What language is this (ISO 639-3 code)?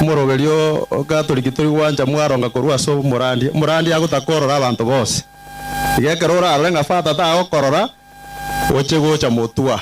guz